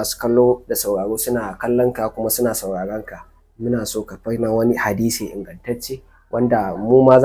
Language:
Hausa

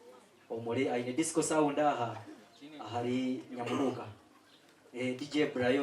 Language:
Nyankole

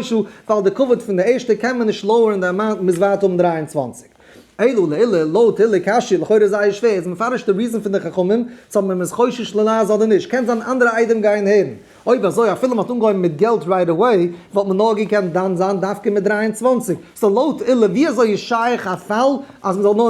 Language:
Yiddish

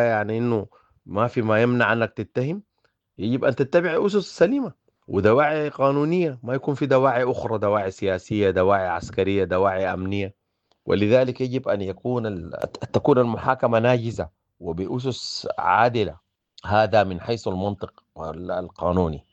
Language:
Sudanese Arabic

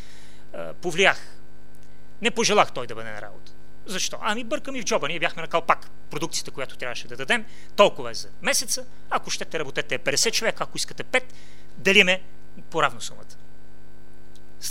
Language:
Bulgarian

